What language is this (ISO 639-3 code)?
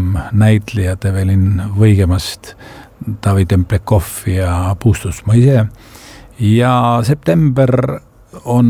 est